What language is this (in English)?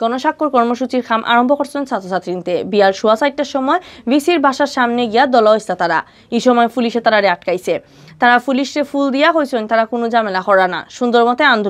Sylheti